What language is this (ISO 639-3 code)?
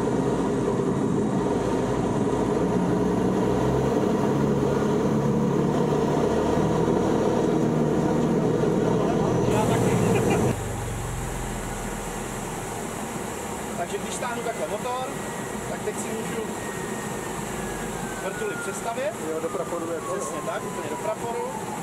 ces